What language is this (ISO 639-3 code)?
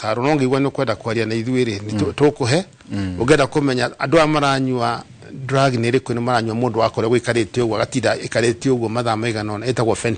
kik